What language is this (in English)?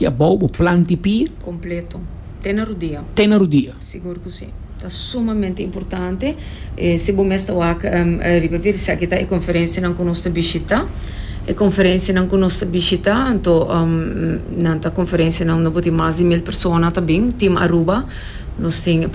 Papiamento